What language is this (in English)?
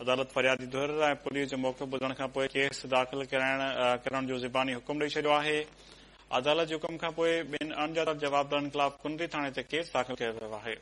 Sindhi